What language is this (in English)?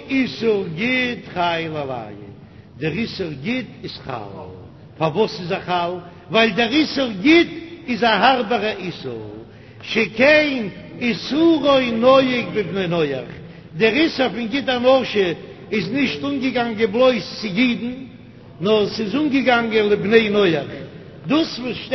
Yiddish